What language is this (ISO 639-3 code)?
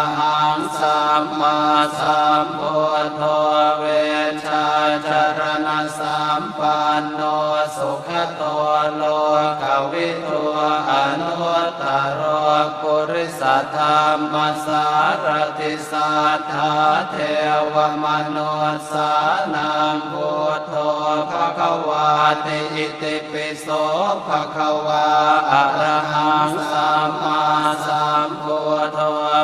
pli